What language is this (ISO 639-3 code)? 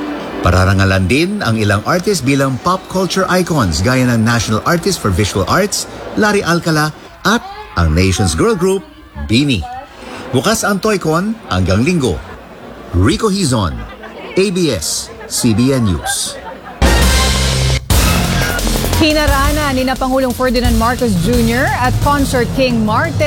fil